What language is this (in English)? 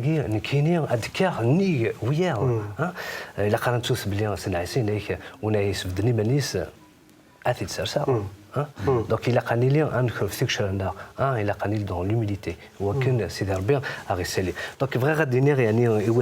Kabyle